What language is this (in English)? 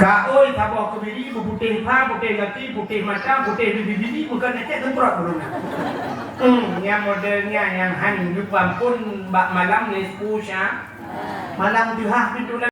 Achinese